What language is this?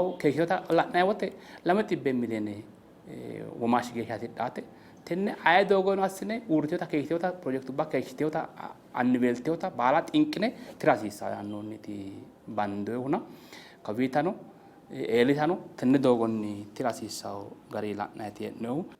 Sidamo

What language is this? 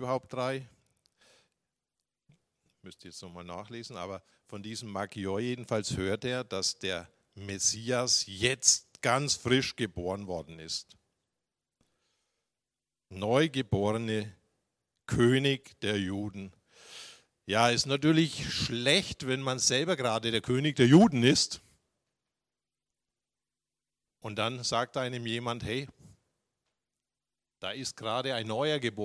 German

